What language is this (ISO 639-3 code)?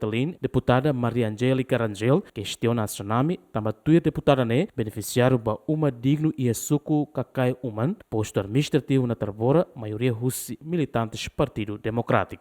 tet